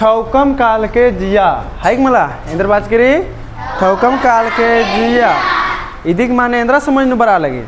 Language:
Kurukh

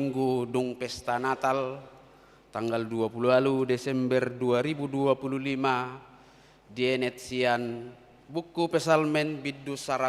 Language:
Batak Toba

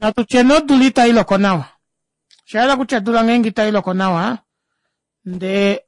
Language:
Kuanyama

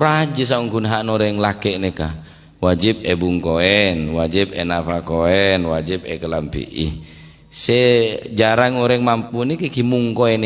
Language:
Madurese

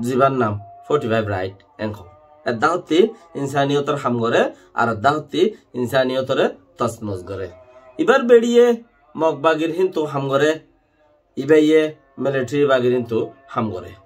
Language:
Rohingya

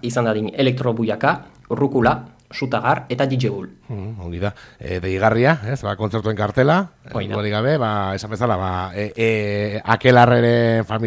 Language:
Basque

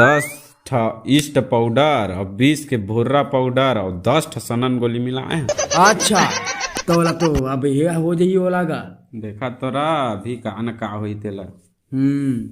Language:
Chhattisgarhi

